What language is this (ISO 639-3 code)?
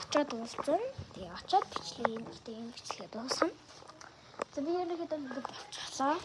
mon